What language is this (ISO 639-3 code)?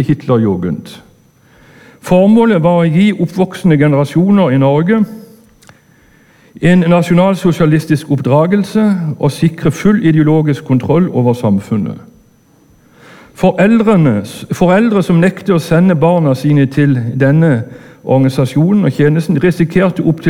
nor